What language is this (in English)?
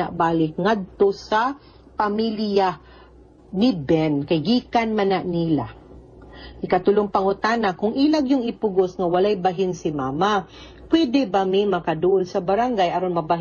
Cebuano